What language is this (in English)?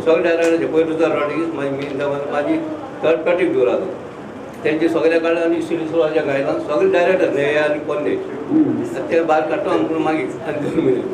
Konkani